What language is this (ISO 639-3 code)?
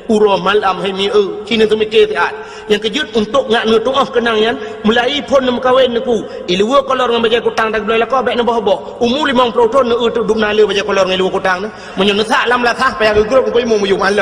ace